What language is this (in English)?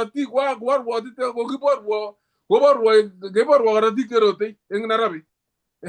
Kalenjin